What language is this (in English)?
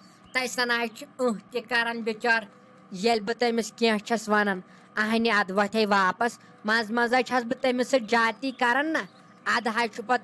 Kashmiri